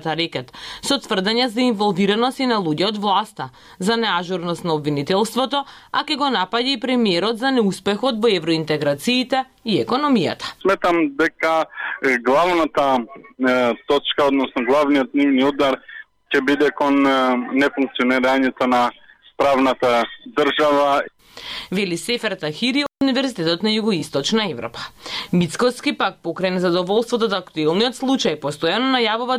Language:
Macedonian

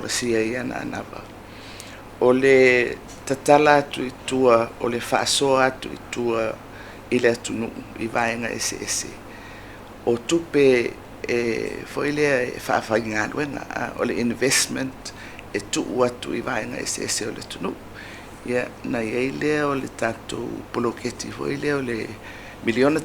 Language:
Samoan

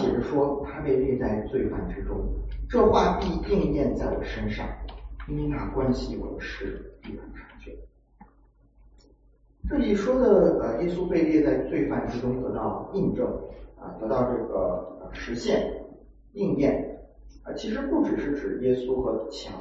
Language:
Chinese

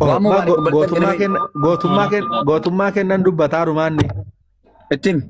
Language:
Oromo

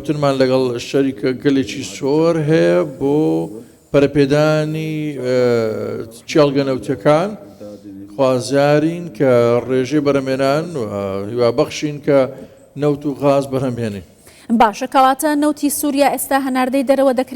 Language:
Central Kurdish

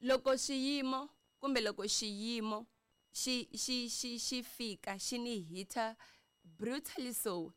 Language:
Tsonga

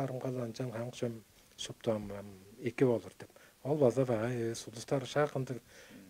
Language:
Tuvinian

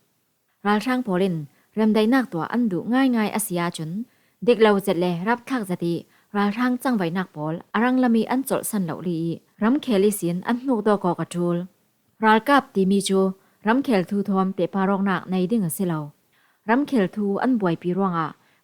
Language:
Falam Chin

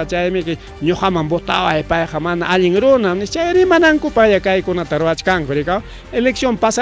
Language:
Ayacucho Quechua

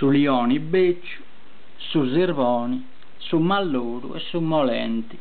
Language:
Sardinian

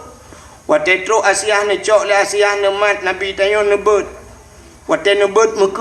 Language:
Achinese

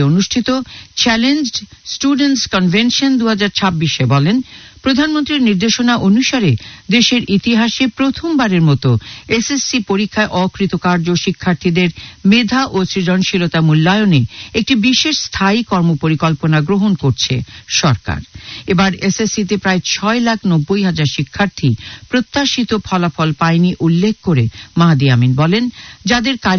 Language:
Bangla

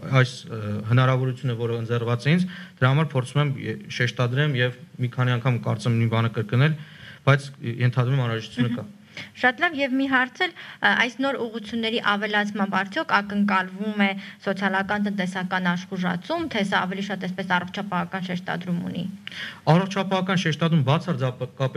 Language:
Armenian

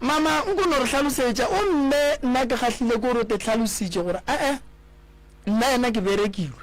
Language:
Northern Sotho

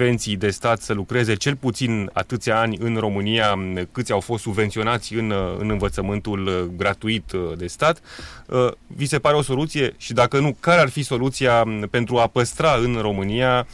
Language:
Romanian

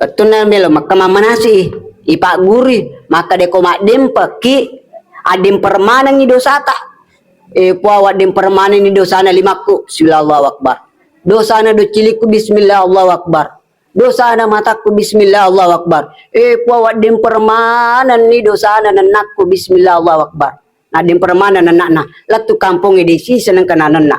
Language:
Buginese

